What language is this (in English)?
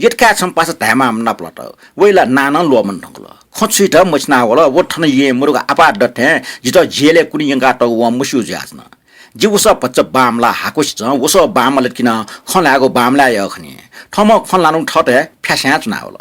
Newari